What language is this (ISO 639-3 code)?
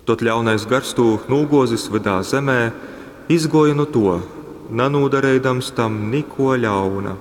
ltg